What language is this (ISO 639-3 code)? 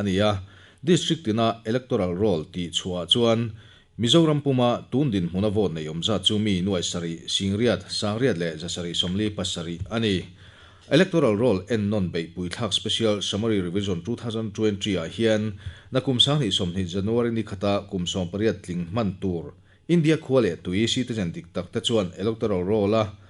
lus